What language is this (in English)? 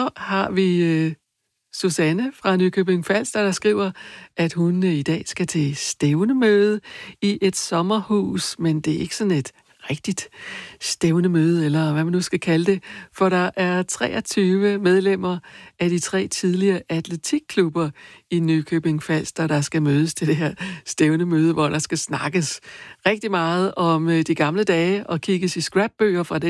Danish